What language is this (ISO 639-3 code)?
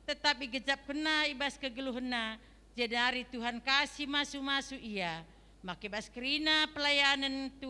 btx